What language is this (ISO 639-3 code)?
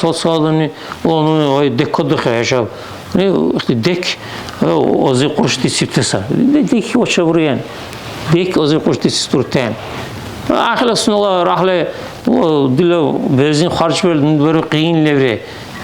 dar